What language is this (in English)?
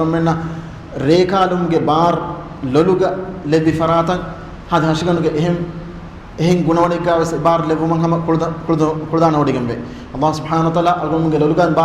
Divehi